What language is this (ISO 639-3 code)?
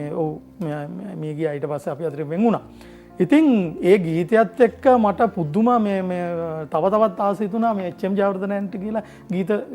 sin